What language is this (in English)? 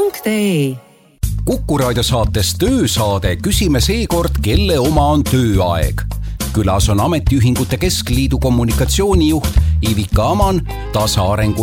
Estonian